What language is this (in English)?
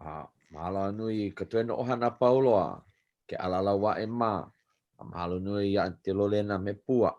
Hawaiian